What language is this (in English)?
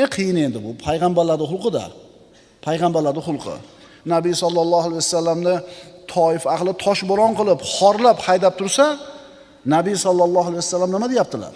Uzbek